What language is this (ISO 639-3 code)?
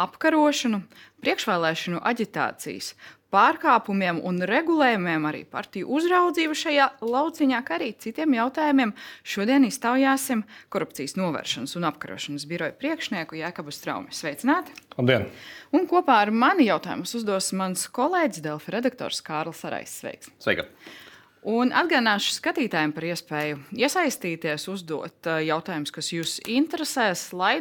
lav